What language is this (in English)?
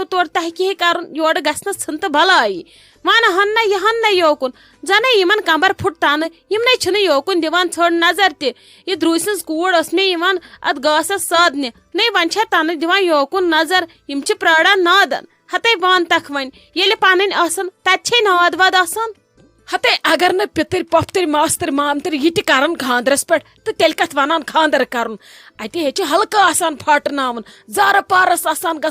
Kashmiri